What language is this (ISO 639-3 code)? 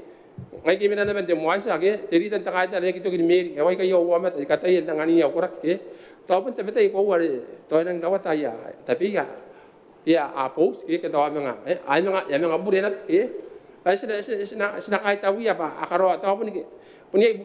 gil